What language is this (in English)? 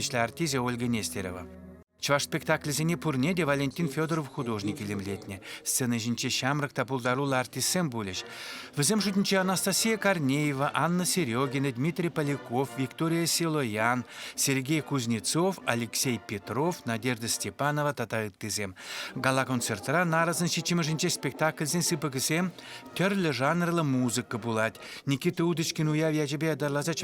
Chuvash